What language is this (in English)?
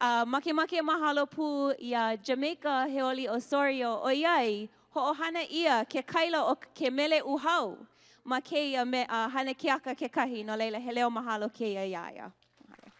Hawaiian